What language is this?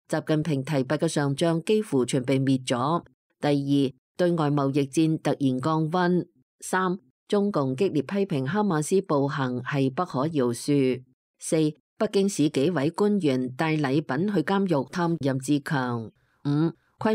Cantonese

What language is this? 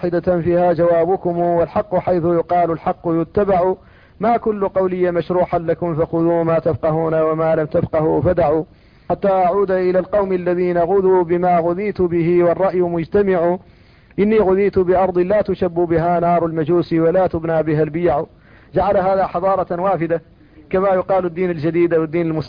Arabic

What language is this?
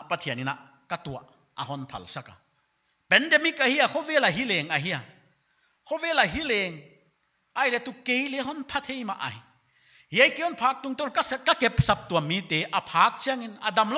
Paite Chin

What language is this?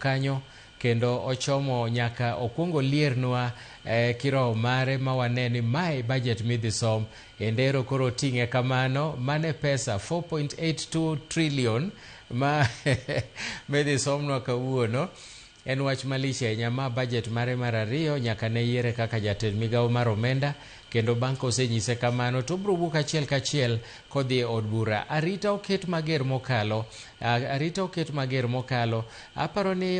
Luo (Kenya and Tanzania)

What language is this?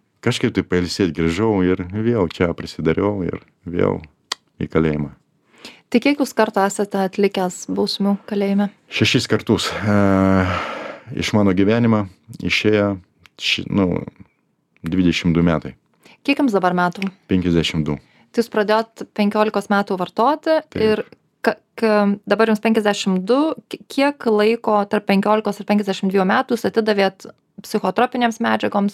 Lithuanian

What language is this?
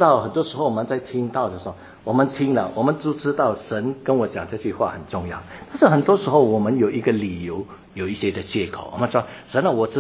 Chinese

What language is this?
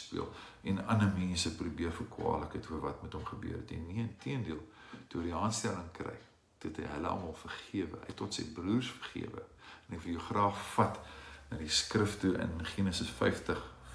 Afrikaans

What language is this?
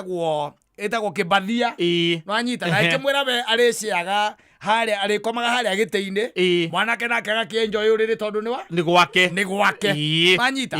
Kikuyu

